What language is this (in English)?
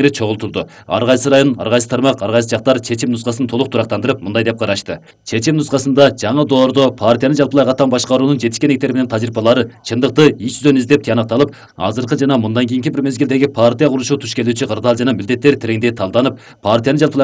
Kyrgyz